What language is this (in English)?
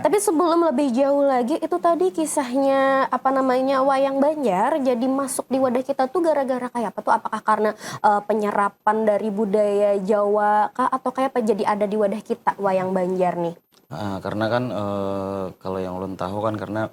Banjar